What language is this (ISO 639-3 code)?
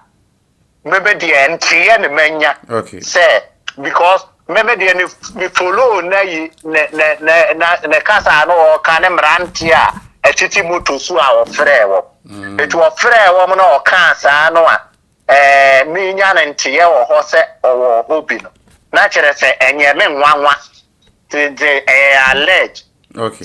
aka